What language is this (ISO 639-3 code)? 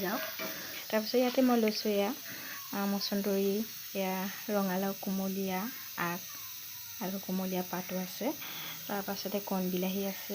asm